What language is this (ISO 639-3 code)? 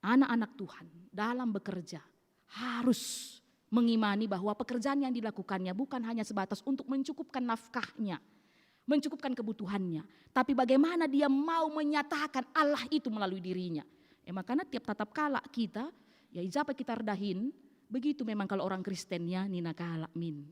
btx